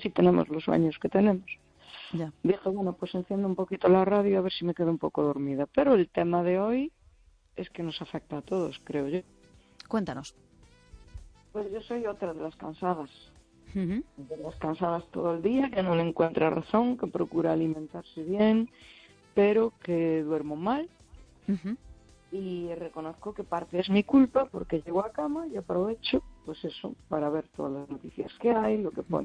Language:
Spanish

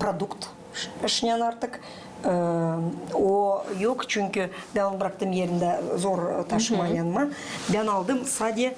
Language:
Gagauz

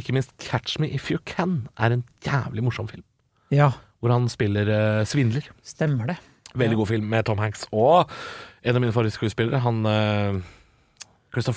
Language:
Norwegian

